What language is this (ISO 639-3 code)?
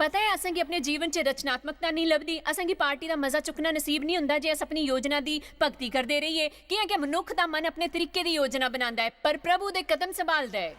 doi